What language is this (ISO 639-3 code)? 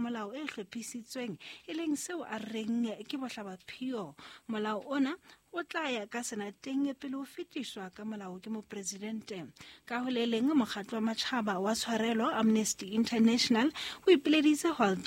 sot